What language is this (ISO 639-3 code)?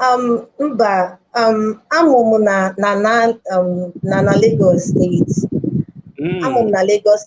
ibo